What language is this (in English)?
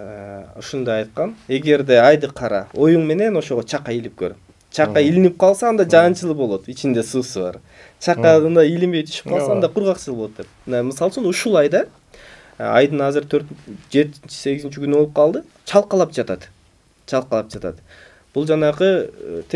Kyrgyz